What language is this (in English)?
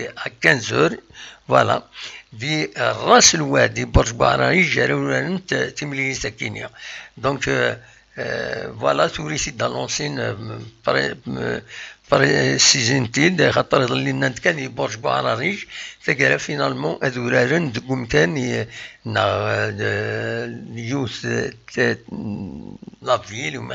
Kabyle